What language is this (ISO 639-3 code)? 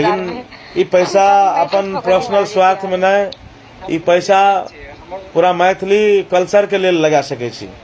mai